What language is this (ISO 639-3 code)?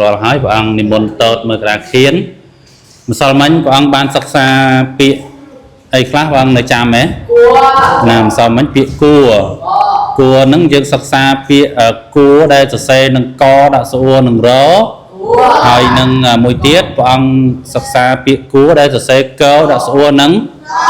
khm